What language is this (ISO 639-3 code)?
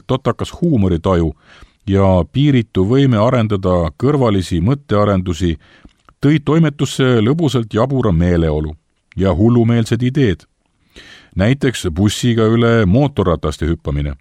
est